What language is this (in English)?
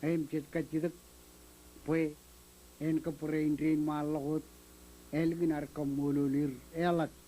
Marshallese